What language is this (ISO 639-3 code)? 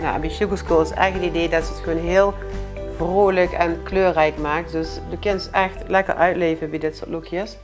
lim